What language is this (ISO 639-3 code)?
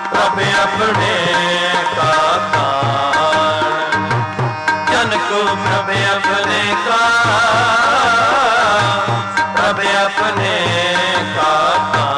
pan